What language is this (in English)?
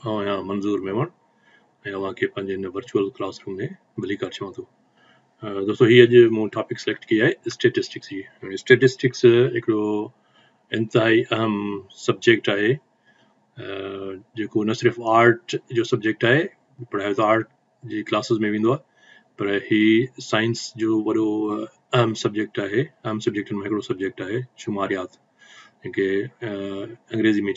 Sindhi